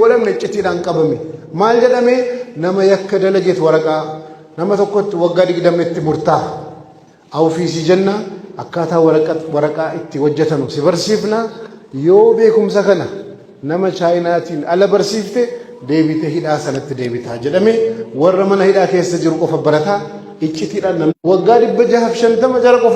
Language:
Oromo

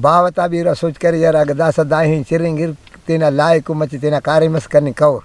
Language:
Brahui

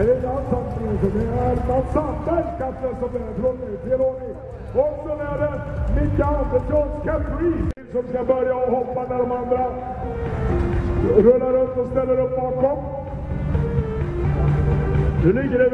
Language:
Swedish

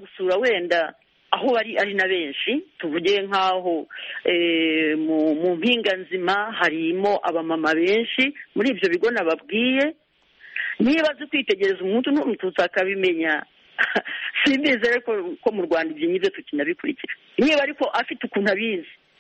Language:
Kinyarwanda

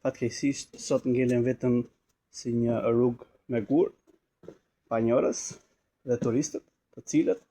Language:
Albanian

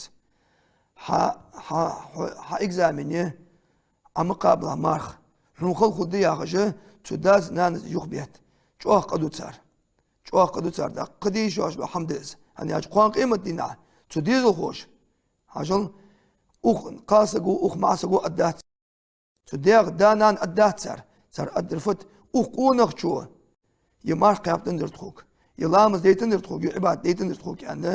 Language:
Ingush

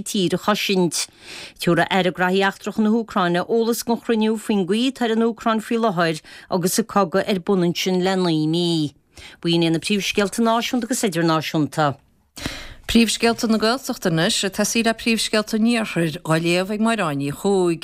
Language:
Irish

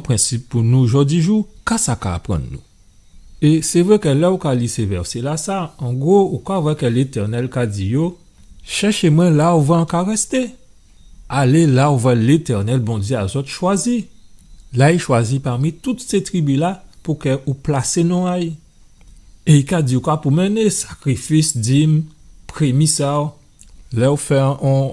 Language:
Guadeloupean Creole French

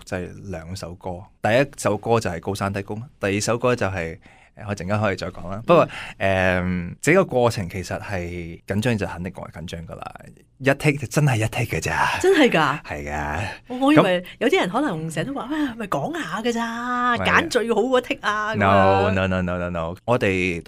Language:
Cantonese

